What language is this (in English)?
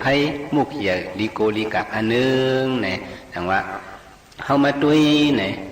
Shan